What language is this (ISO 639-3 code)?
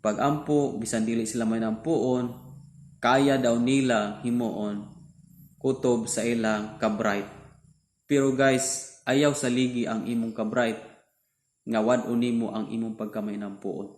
ceb